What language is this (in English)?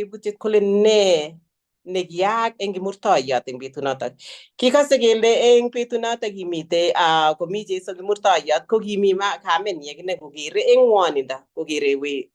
Kalenjin